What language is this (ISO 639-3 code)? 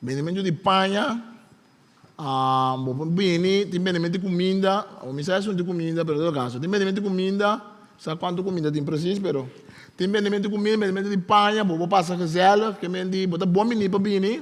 pap